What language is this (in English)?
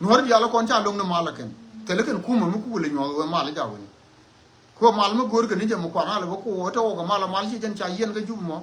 Nuer